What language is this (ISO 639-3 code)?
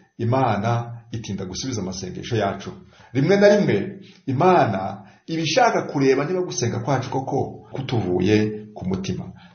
kin